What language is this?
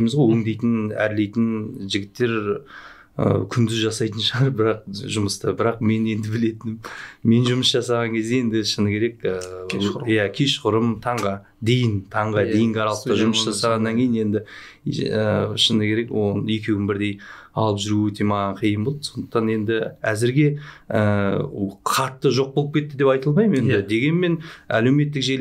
Kazakh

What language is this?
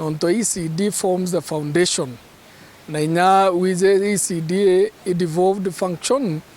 Meru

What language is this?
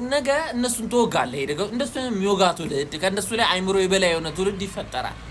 Amharic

